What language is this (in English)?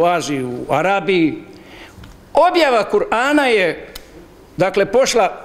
Bosnian